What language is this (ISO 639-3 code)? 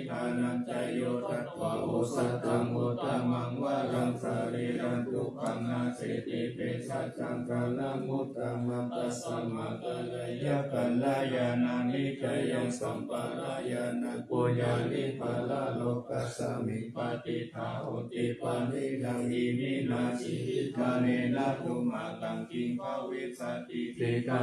pli